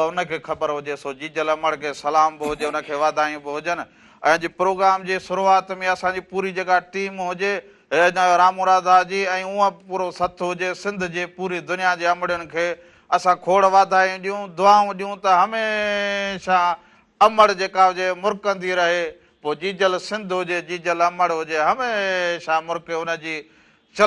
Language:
Sindhi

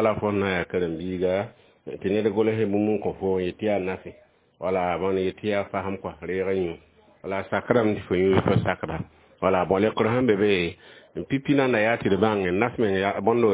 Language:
Mossi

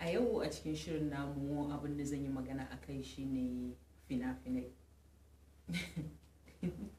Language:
Hausa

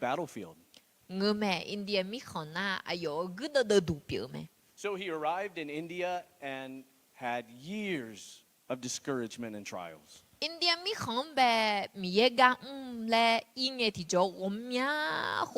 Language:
Akha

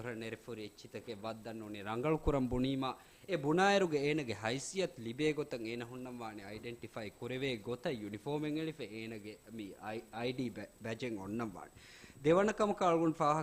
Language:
Divehi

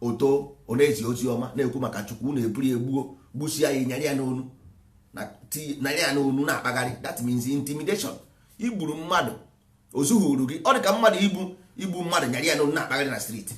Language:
Igbo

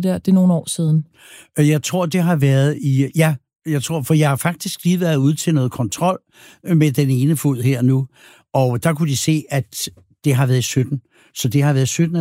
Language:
Danish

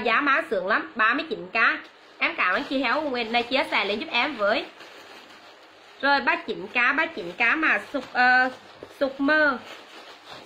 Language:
Vietnamese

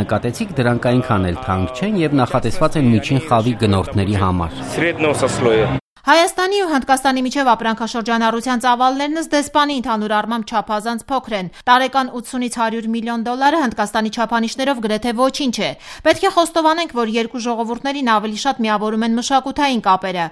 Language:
Armenian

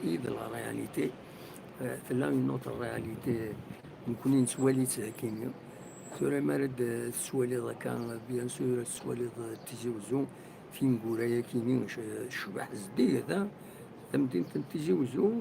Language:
Kabyle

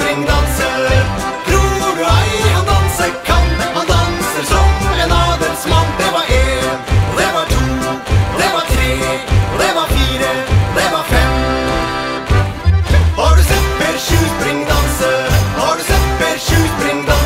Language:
Norwegian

